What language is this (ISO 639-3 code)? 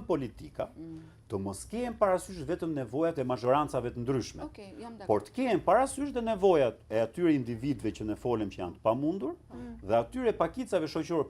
sqi